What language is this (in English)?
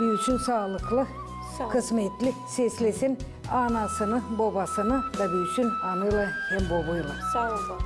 Gagauz